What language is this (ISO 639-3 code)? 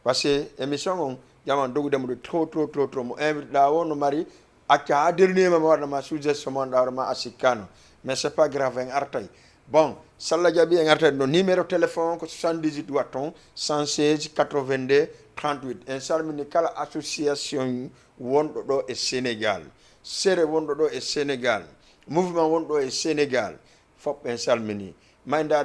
ful